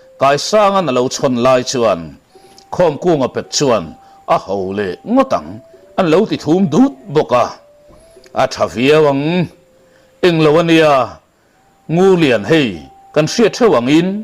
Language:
Mizo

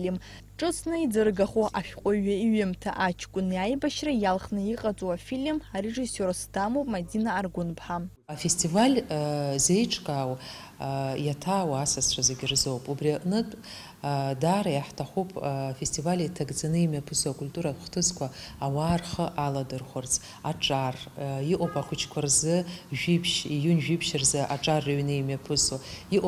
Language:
Abkhazian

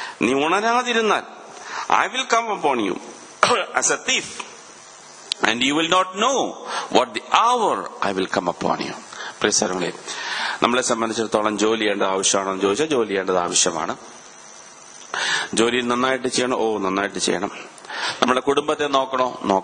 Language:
Malayalam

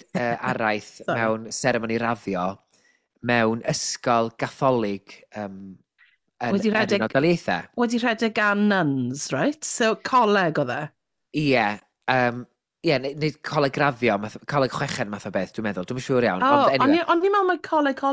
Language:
Welsh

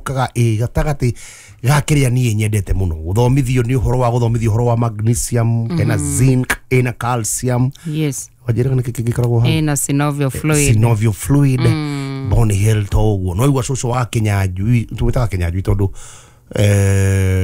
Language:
Kikuyu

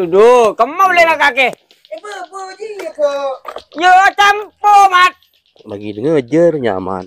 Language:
Madurese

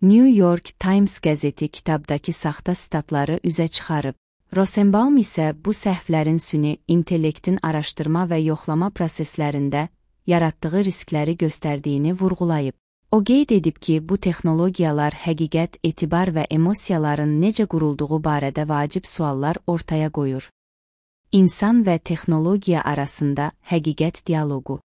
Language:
Azerbaijani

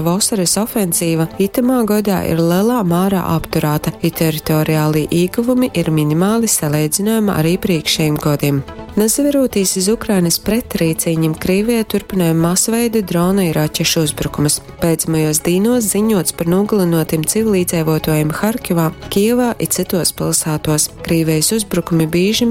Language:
Latgalian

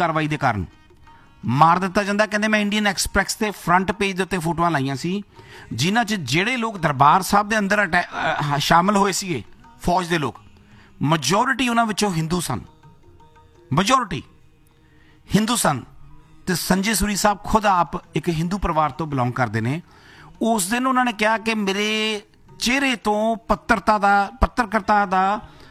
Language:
Punjabi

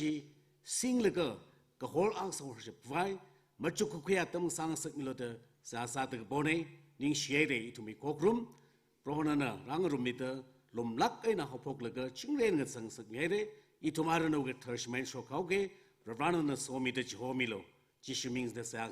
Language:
Tangkhul Naga (India)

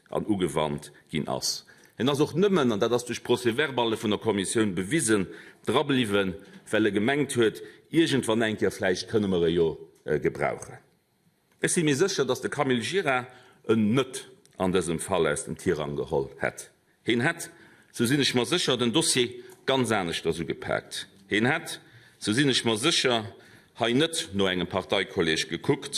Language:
Luxembourgish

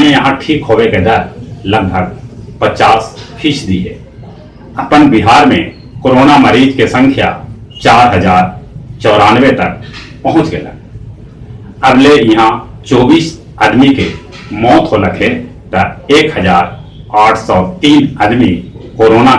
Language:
Magahi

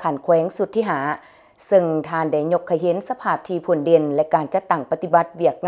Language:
Lao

